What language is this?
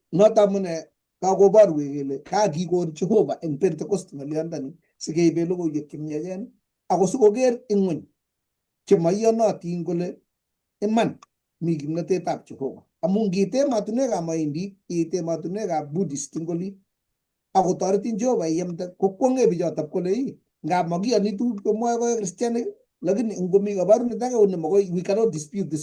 Kalenjin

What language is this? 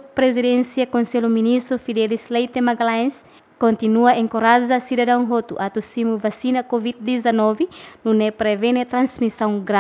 Tetum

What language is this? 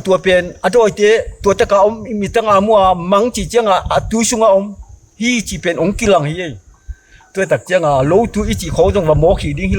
Tedim Chin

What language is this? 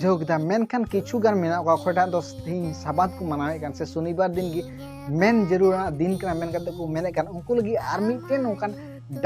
Santali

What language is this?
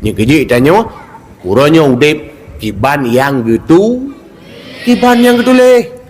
Achinese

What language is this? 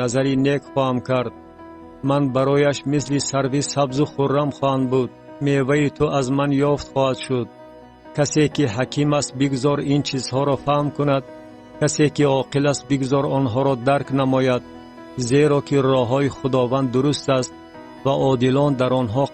Tajik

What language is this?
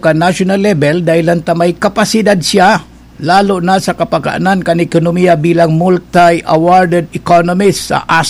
Bikol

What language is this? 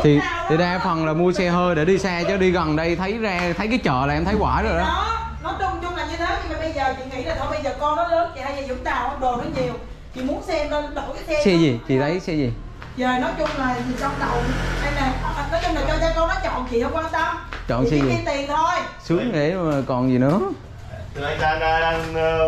Vietnamese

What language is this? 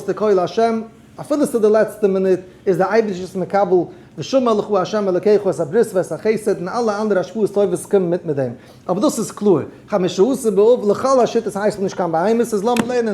Yiddish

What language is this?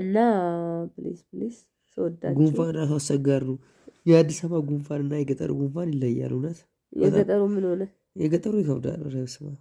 Amharic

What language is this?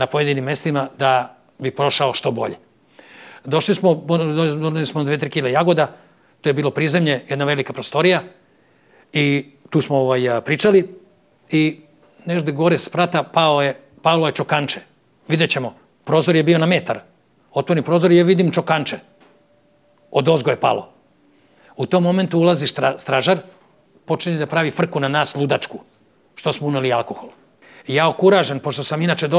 Serbian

